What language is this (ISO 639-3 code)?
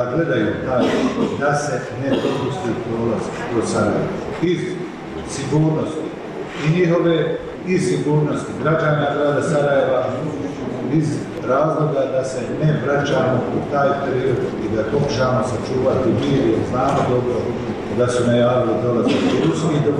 bos